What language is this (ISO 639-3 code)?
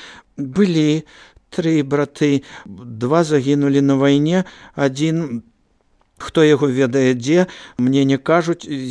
bel